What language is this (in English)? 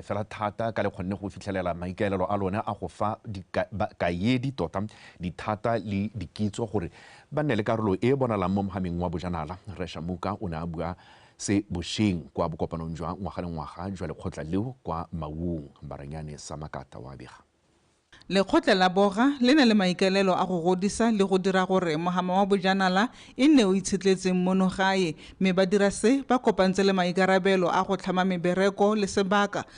Tswana